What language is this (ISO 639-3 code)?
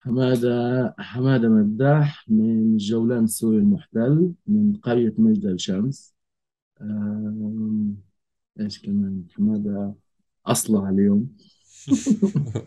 apc